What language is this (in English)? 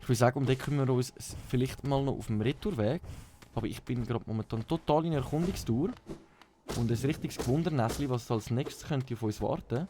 Swiss German